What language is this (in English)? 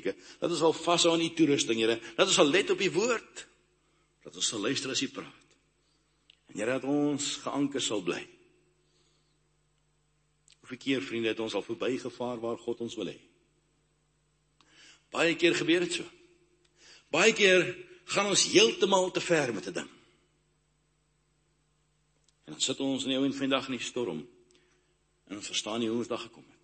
Afrikaans